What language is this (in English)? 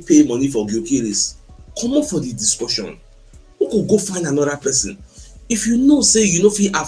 Nigerian Pidgin